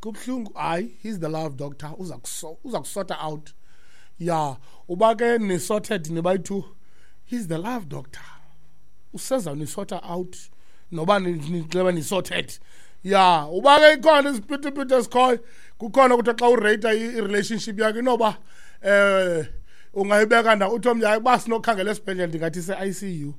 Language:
Xhosa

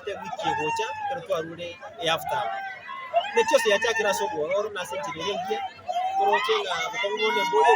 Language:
Gusii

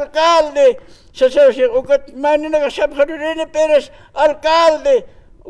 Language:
Aymara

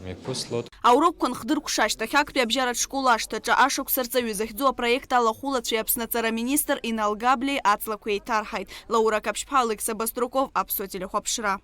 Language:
Abkhazian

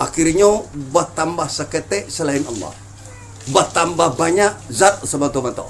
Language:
Minangkabau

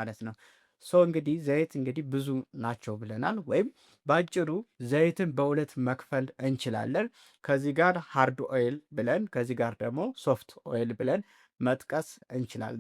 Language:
Amharic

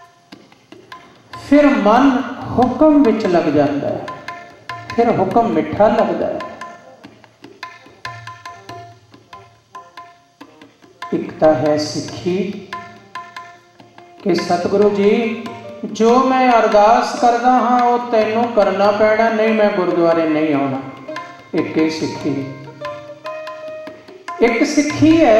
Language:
Punjabi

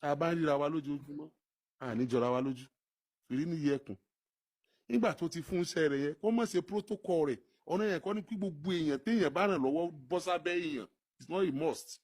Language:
Yoruba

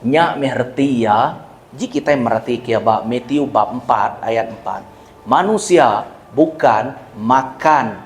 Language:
Iban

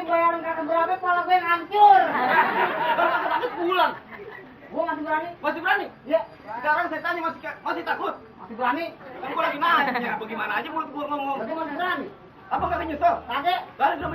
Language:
Betawi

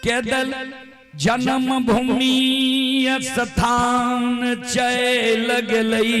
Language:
Maithili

